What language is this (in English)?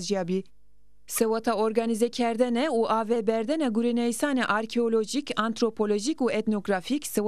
Zaza